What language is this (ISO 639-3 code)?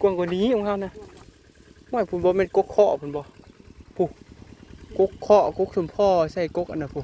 tts